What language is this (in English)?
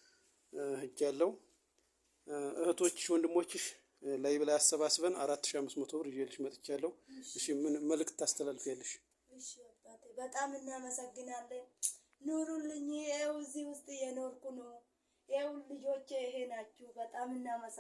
Amharic